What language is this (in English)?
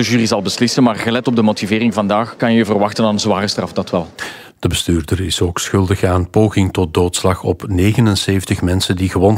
Dutch